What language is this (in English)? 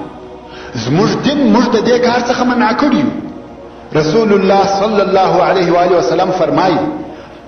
Pashto